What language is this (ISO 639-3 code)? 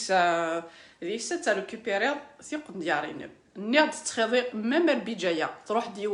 kab